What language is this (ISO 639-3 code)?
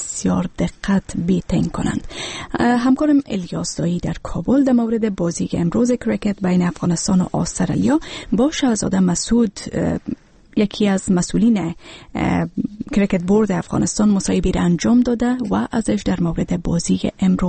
fas